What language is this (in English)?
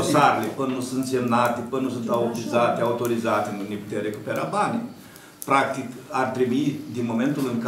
Romanian